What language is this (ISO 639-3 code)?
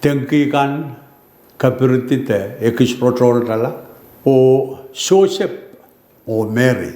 pon